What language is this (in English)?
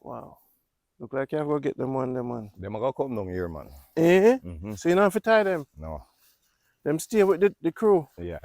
Jamaican Creole English